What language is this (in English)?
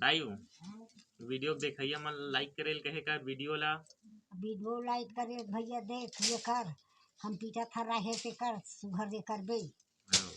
Chhattisgarhi